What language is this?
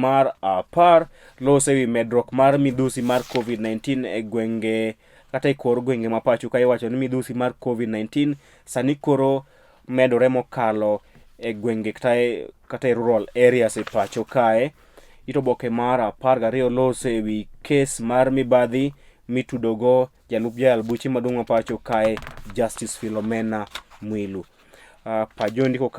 Luo (Kenya and Tanzania)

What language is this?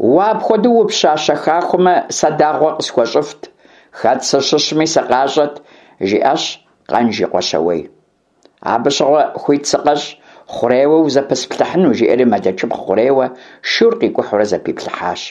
Kabardian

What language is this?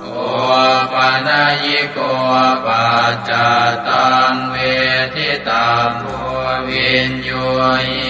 Pali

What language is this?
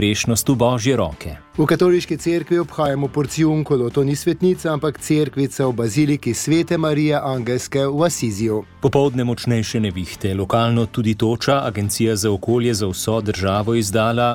Slovenian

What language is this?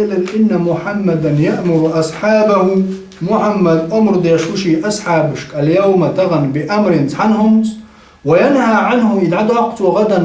Chechen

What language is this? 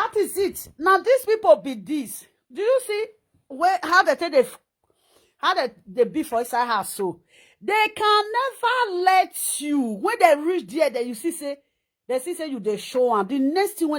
Nigerian Pidgin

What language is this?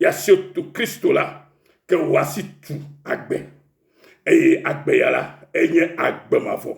Ewe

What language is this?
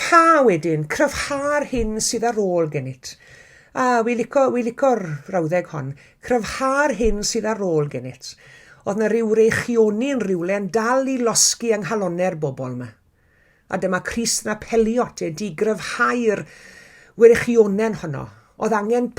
Welsh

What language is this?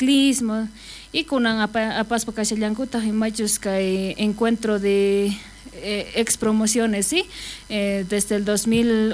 South Bolivian Quechua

